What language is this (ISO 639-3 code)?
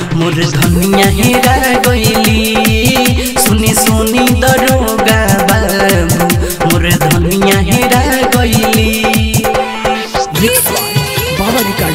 bho